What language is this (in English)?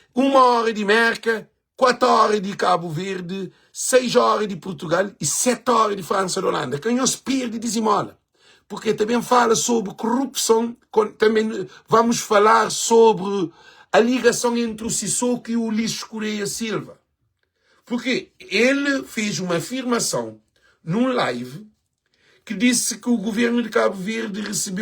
Kabuverdianu